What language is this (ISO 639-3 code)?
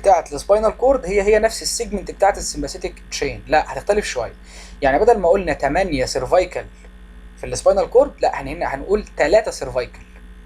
arz